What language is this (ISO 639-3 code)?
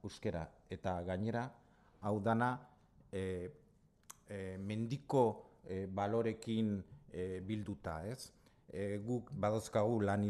eus